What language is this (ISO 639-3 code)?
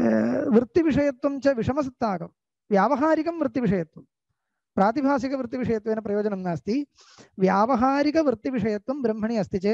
san